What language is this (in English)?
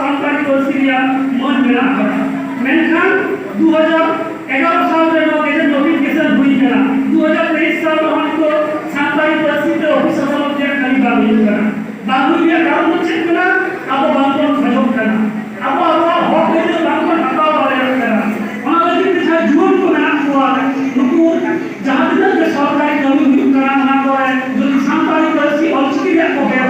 Santali